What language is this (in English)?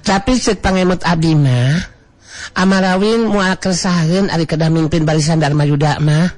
Sundanese